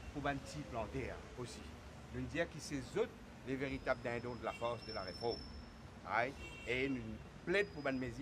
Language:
Morisyen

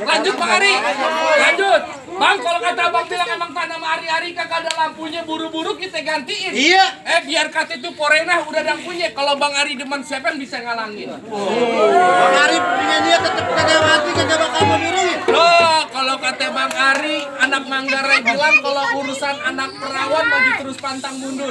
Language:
Betawi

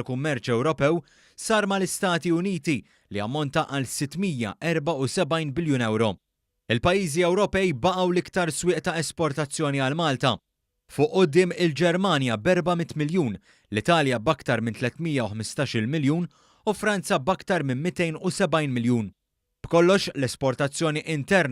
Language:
Maltese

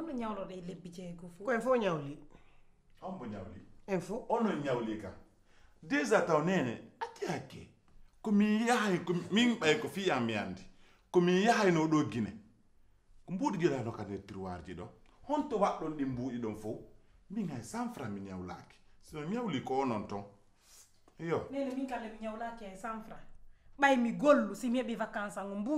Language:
Pular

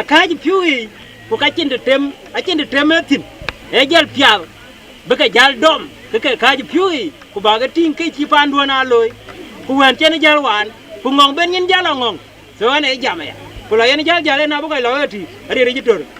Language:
Dinka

